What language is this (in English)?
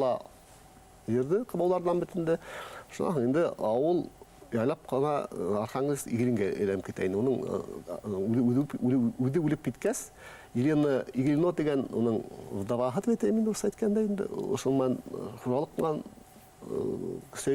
Bashkir